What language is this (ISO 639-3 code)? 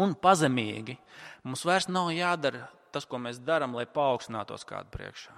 lav